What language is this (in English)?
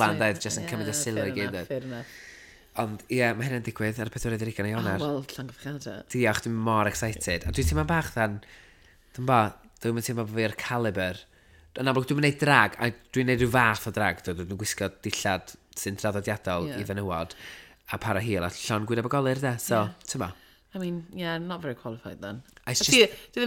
Welsh